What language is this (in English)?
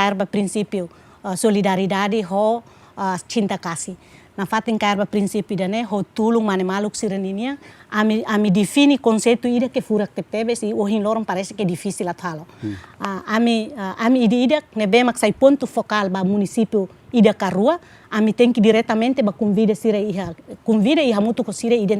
Tetum